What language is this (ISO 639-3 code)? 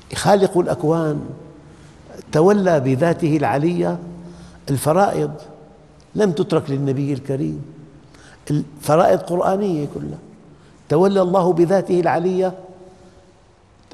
ara